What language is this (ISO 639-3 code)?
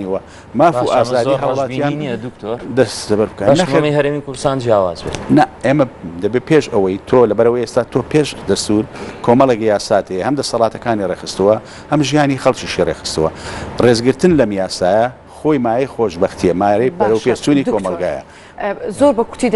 ckb